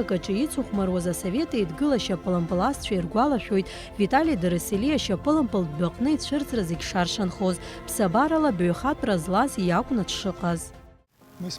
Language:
Abkhazian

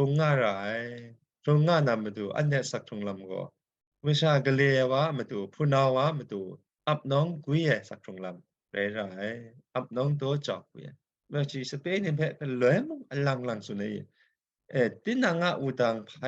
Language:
Kachin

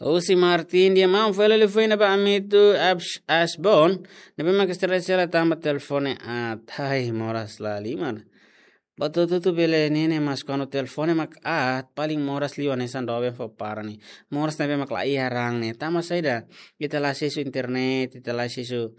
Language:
Tetum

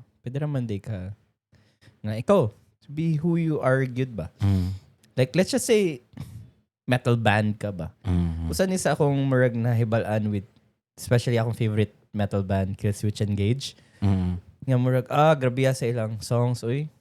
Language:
Cebuano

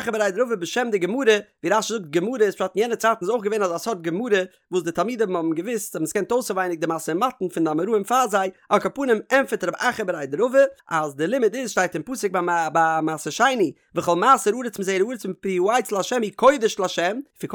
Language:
Yiddish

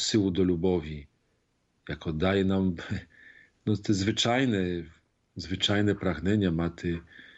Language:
Ukrainian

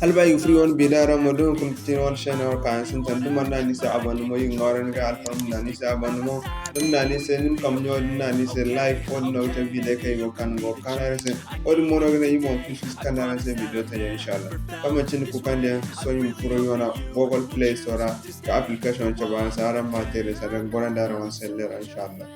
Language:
Zarma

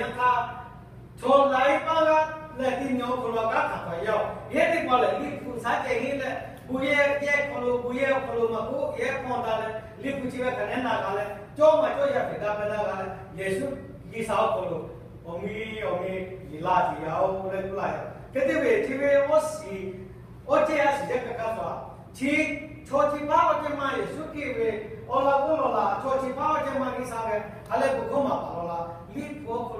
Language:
Lahu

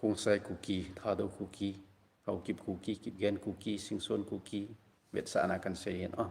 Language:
Thado Chin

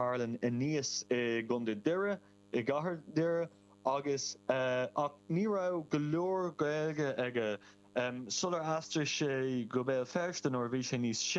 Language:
Irish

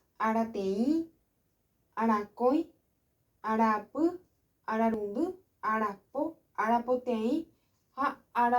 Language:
Guarani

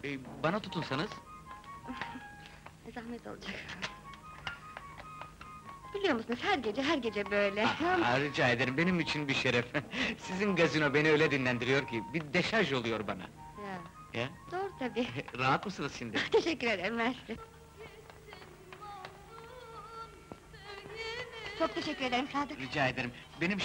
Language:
Turkish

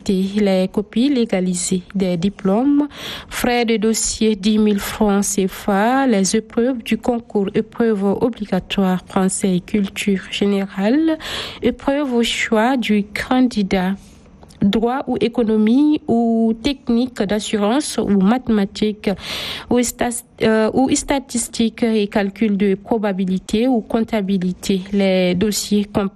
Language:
French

